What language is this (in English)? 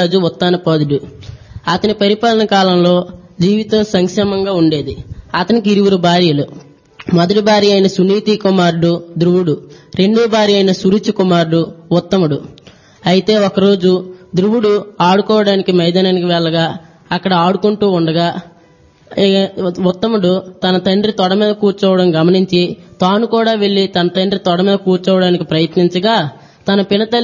Telugu